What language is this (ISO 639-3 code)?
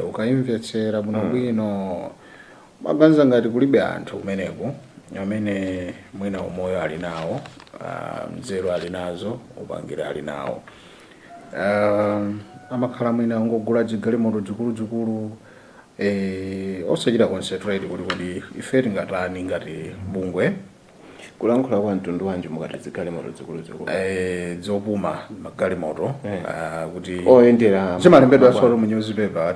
nya